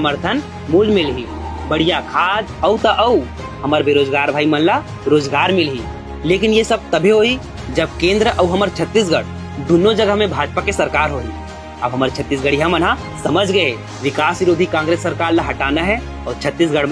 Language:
Chhattisgarhi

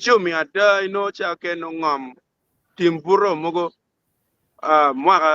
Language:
Acoli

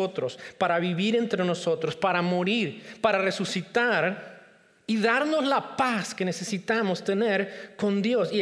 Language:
Spanish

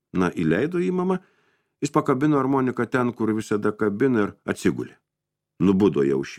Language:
Lithuanian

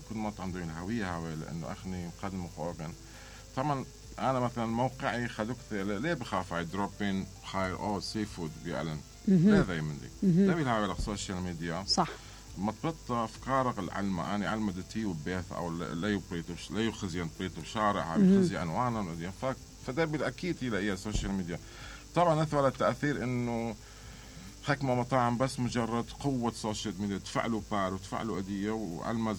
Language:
Mesopotamian Arabic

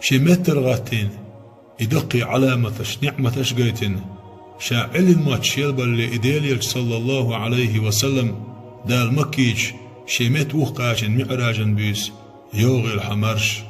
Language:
Chechen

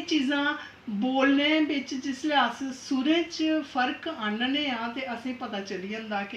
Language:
Dogri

